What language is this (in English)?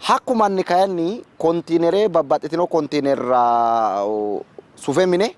Sidamo